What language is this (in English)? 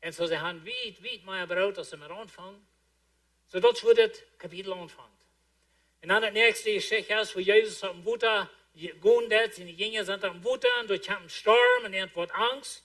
Plautdietsch